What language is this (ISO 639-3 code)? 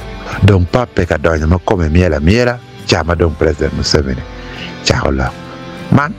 ach